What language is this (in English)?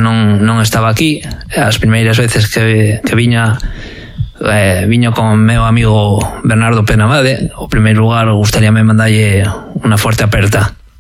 Galician